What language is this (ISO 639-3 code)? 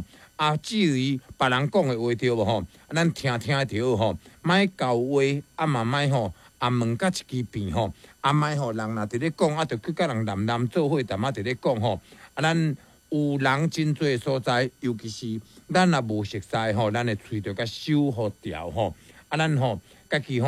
nan